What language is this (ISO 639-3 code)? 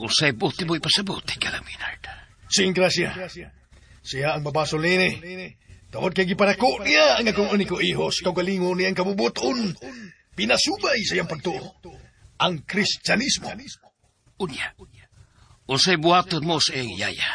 ceb